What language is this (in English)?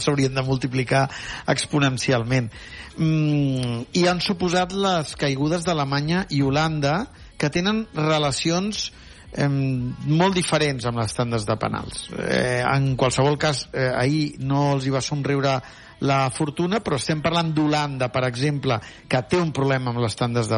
Catalan